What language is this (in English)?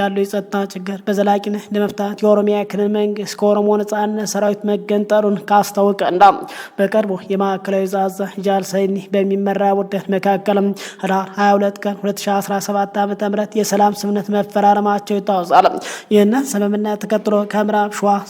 Amharic